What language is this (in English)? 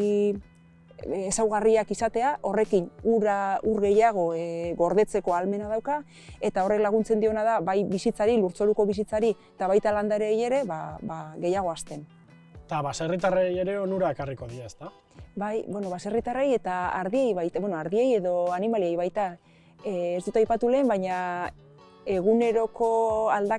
Basque